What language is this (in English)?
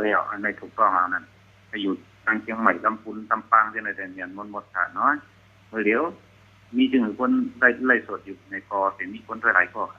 Shan